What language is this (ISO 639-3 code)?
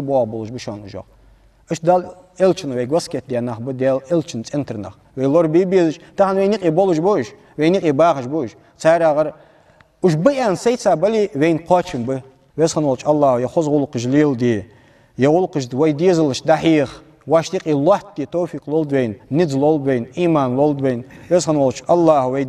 inh